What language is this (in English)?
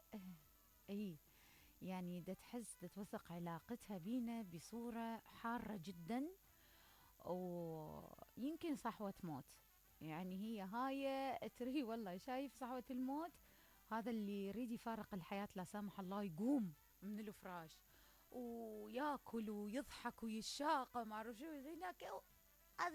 Mesopotamian Arabic